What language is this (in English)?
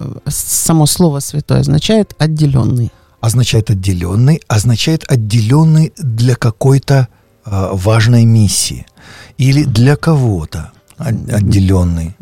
Russian